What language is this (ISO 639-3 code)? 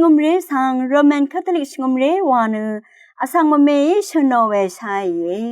raw